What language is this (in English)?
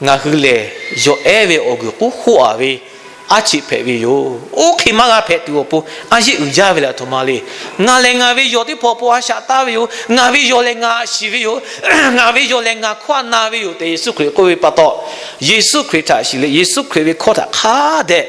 Lahu